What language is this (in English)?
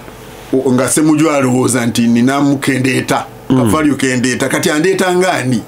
Ganda